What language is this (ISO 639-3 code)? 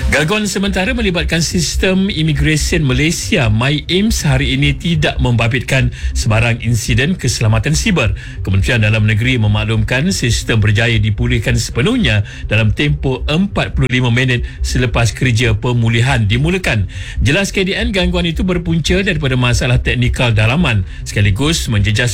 msa